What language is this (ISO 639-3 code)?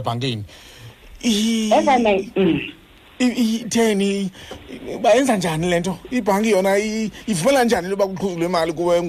xho